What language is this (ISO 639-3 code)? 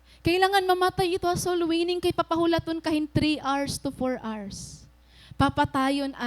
war